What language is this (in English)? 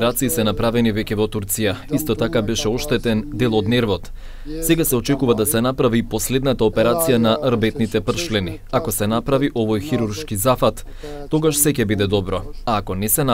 Macedonian